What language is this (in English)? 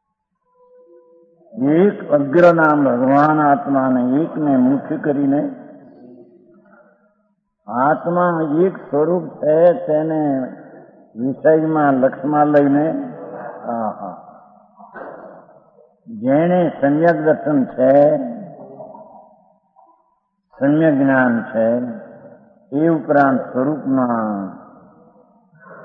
Gujarati